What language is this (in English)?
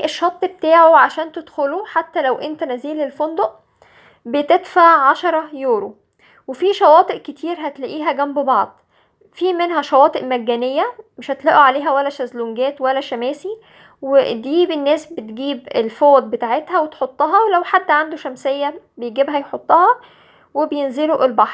Egyptian Arabic